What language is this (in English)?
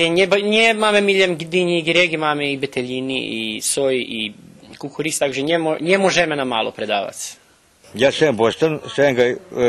Rusyn